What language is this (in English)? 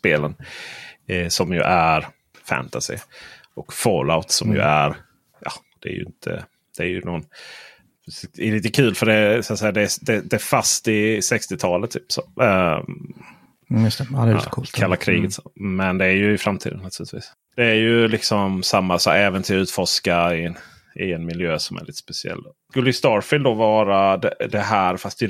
Swedish